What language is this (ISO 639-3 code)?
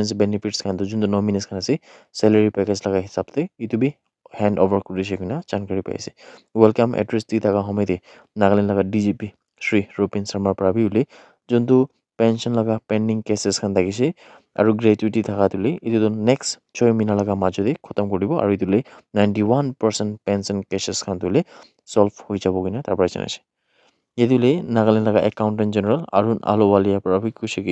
nag